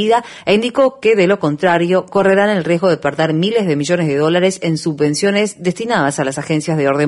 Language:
Spanish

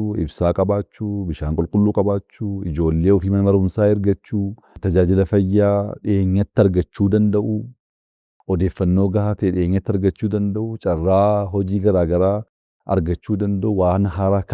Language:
Oromo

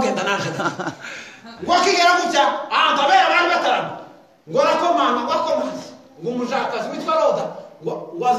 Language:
Kinyarwanda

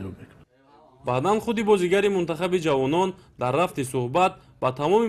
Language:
Tajik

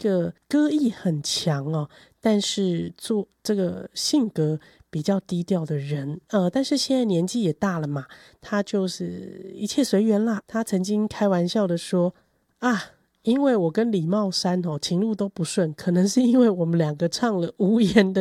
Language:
Chinese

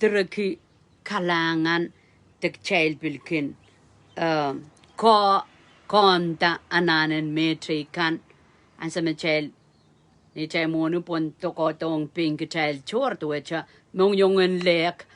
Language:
Pohnpeian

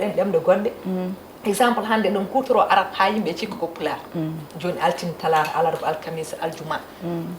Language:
Fula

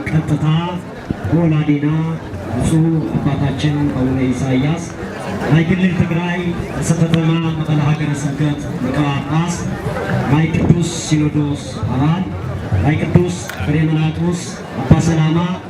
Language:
Tigrinya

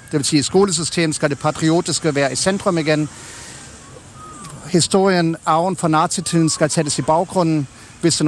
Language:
Danish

